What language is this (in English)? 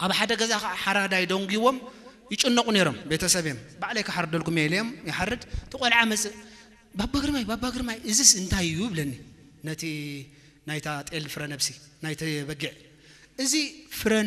Tigrinya